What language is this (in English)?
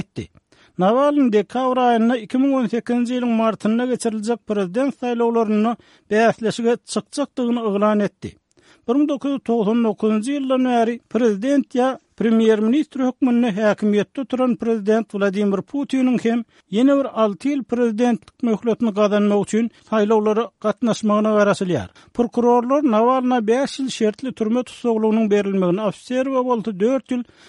Turkmen